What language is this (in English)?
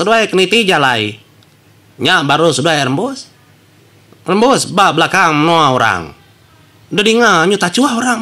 Iban